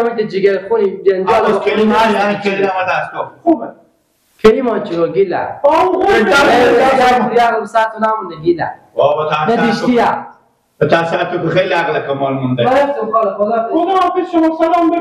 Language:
Persian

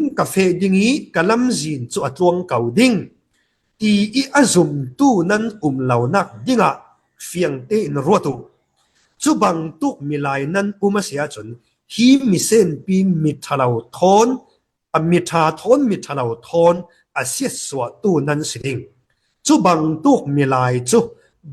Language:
Falam Chin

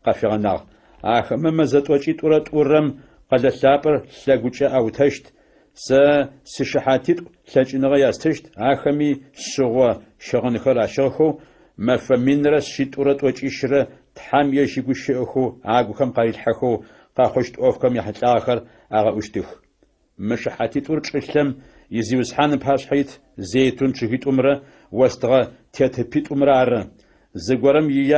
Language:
Adyghe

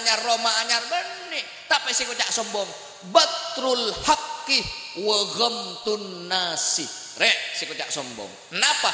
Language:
Madurese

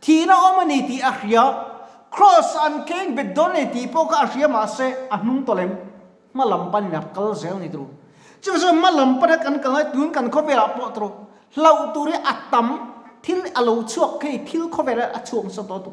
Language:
Mizo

